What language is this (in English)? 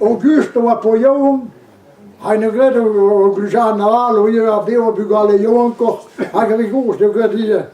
Breton